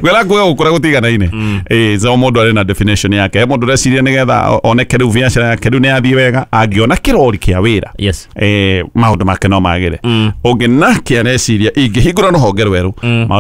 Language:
Kikuyu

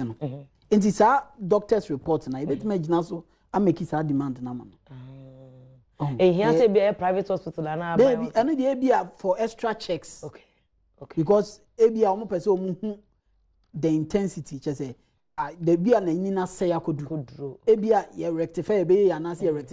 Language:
Akan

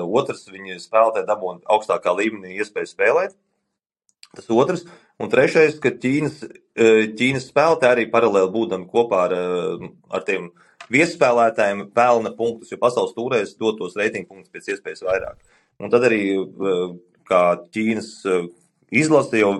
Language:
Latvian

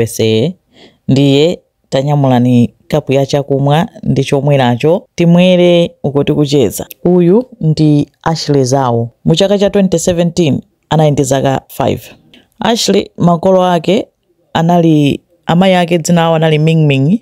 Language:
Nyanja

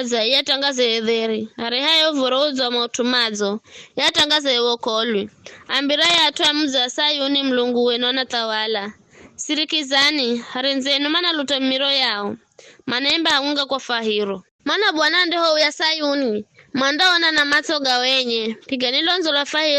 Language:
Giryama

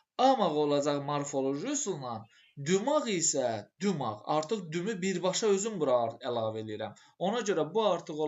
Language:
Azerbaijani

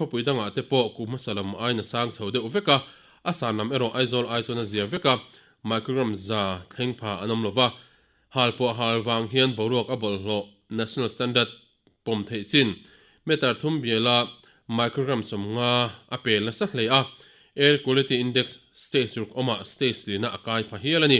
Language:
Mizo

